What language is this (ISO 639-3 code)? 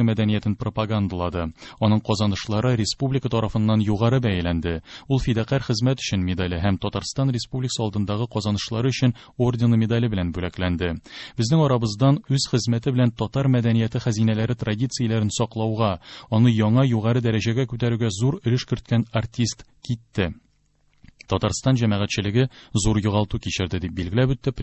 tat